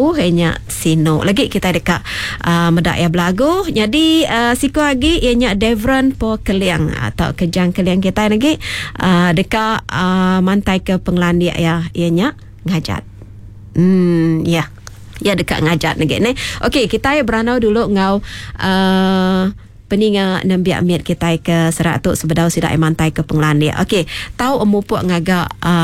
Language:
Iban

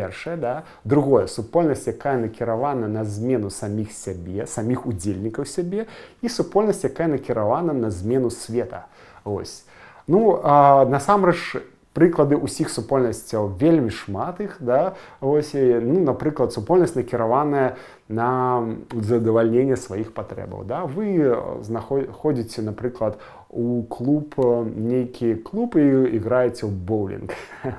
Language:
Belarusian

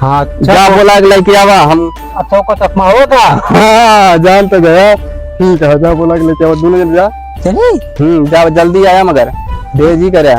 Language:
Awadhi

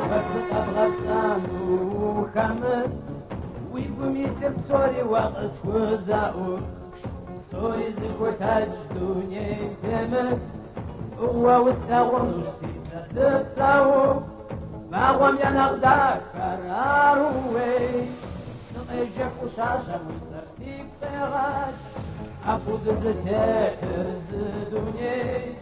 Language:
Kabardian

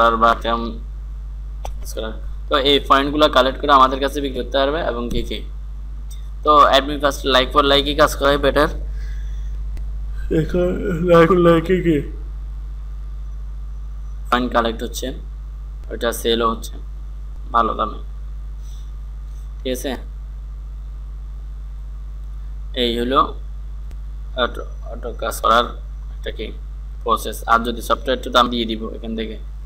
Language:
Bangla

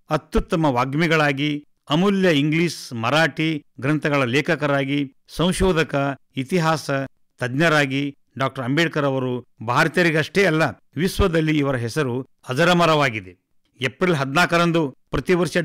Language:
Kannada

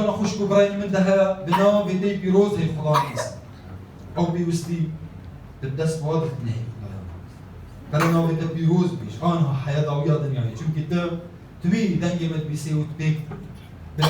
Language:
Kurdish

